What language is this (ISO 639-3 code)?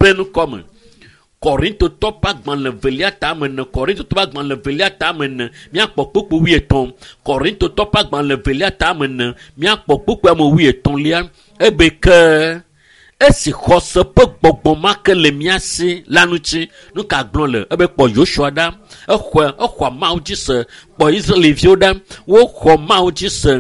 ewe